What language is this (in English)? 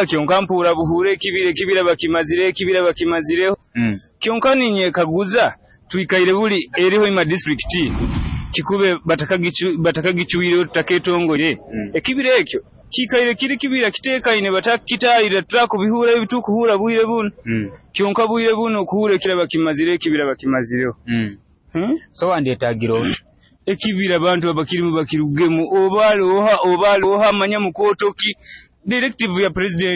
Nyoro